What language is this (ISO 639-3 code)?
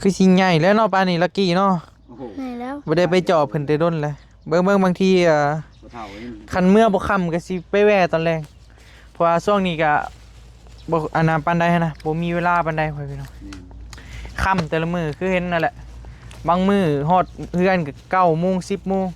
tts